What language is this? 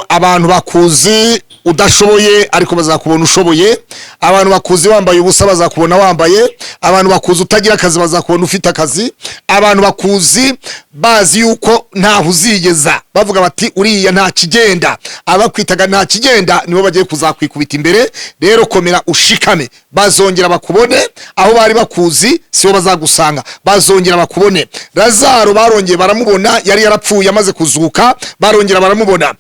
Kinyarwanda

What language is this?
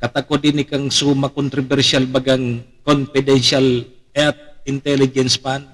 Bikol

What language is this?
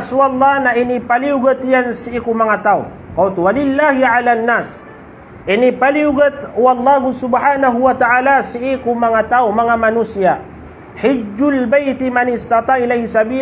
Maranao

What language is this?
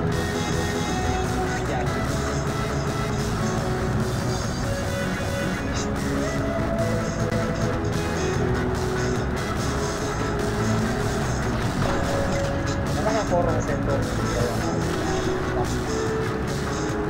Finnish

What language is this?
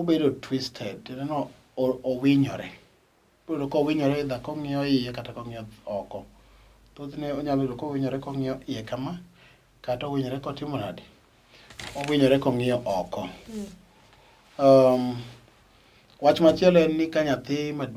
Luo (Kenya and Tanzania)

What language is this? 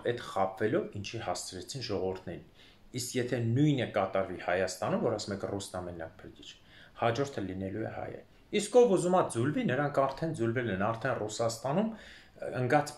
Armenian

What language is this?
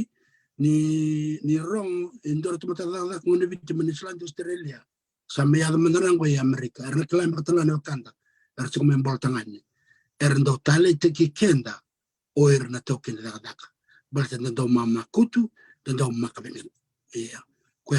Fijian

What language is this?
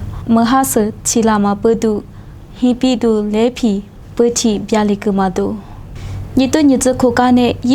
Lisu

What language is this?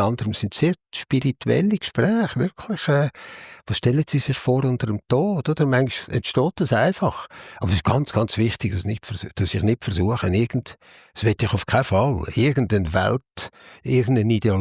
Swiss German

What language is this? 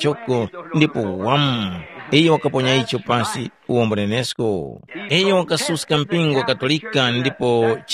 Tumbuka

